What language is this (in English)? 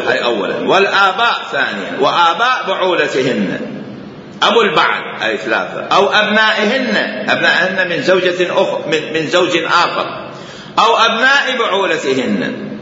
Mesopotamian Arabic